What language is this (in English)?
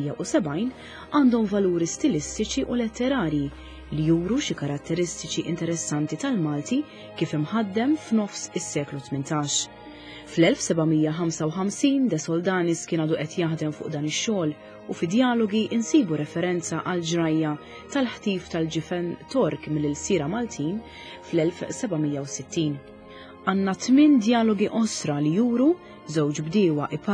Maltese